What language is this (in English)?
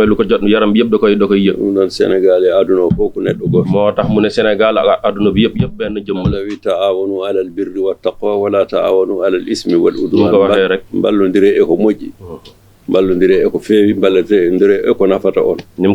Fula